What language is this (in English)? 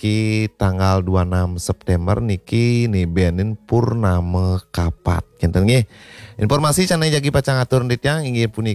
Balinese